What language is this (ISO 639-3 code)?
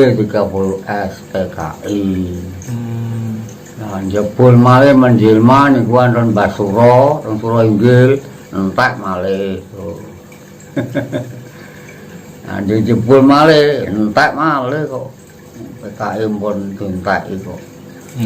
jav